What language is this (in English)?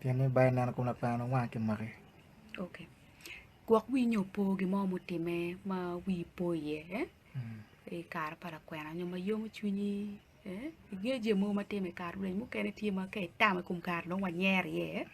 Acoli